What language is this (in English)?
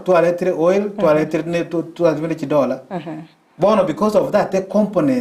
Gusii